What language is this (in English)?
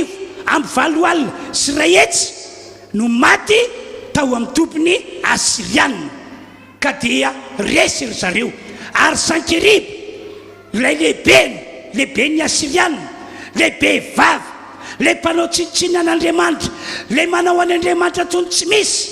Malagasy